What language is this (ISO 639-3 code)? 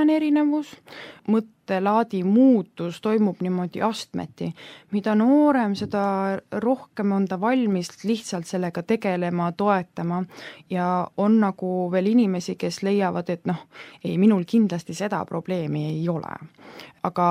est